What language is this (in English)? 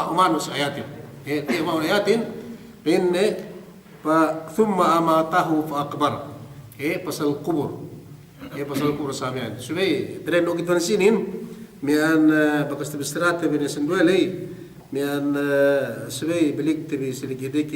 Yakan